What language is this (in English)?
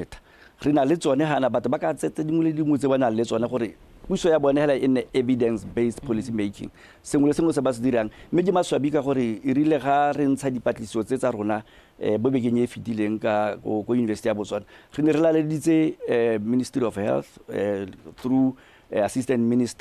Tswana